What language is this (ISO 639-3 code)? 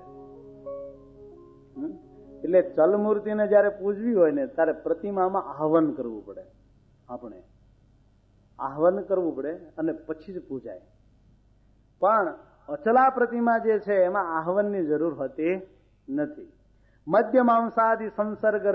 guj